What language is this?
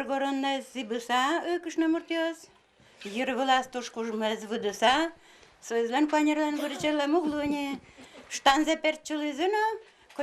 Udmurt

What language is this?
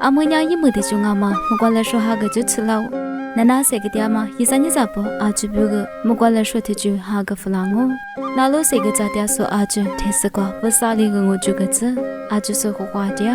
Lisu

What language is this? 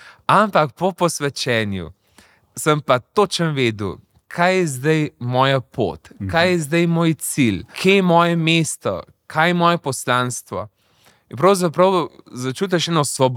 Slovenian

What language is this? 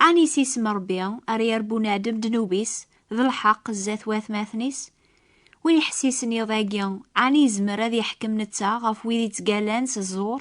Kabyle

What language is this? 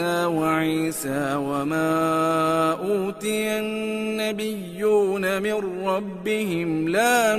Arabic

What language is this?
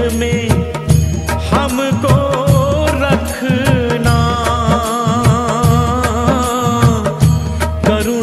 Hindi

